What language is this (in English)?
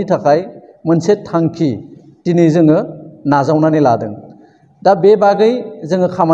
Bodo